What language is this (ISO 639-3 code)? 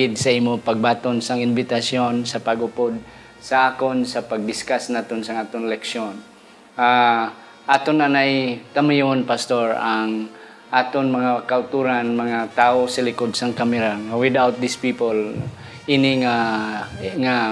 hil